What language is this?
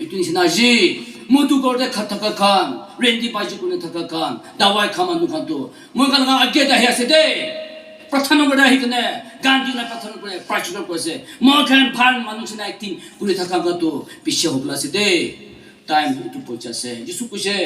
Naga Pidgin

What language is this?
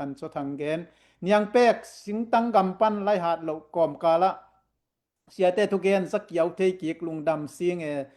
Tedim Chin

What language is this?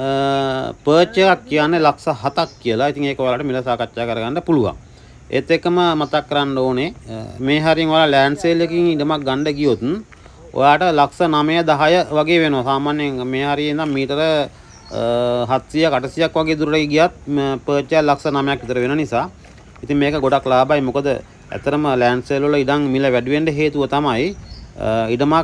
Sinhala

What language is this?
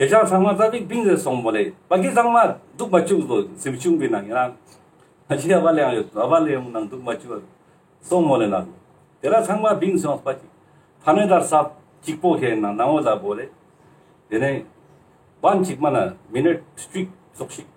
Ladakhi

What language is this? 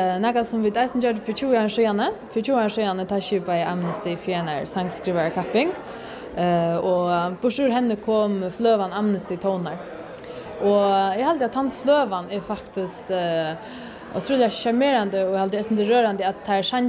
Faroese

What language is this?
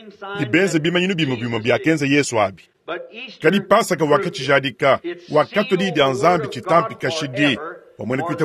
Luba-Lulua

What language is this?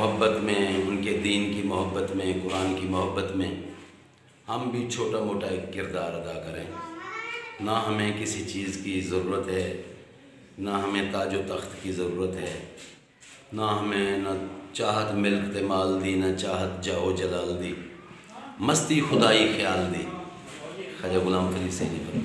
Saraiki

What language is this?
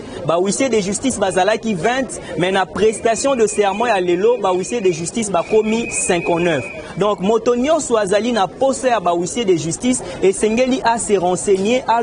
Lingala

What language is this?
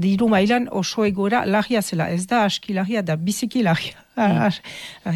Basque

